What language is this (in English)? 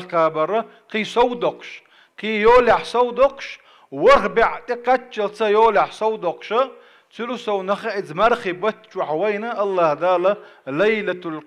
Chechen